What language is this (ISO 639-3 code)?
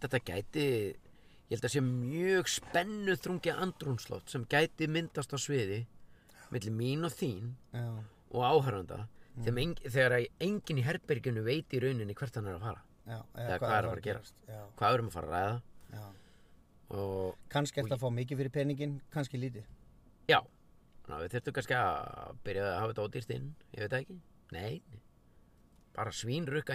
isl